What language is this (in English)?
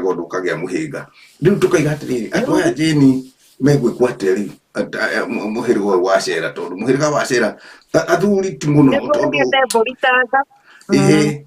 Kikuyu